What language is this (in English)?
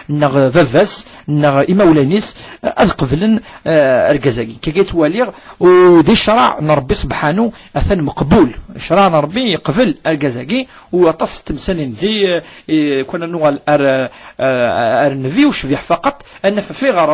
Kabyle